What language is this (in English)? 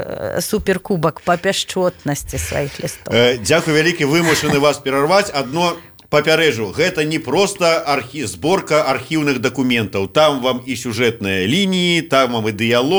Belarusian